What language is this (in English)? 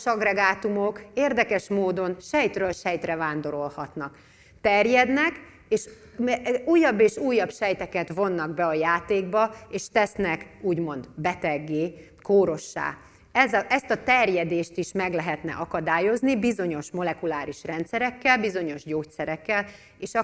Hungarian